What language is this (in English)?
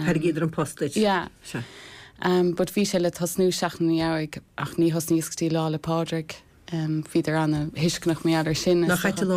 Irish